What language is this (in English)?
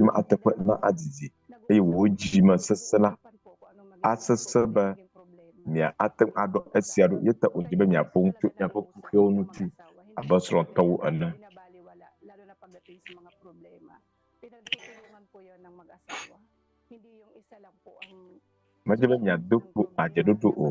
Ewe